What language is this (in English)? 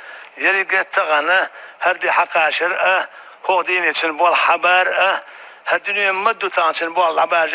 Chechen